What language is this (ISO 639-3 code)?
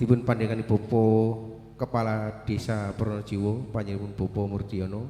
jav